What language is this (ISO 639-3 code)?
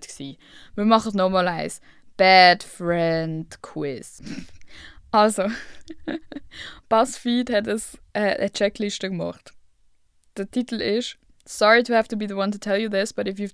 gsw